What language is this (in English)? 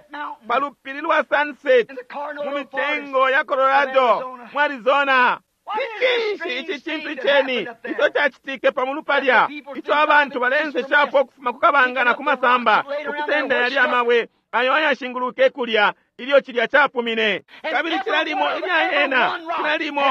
Bemba